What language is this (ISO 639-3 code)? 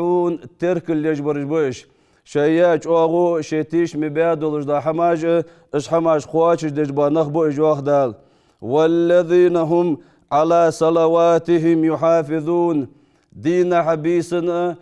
inh